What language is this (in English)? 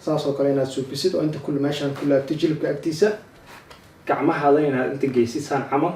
Somali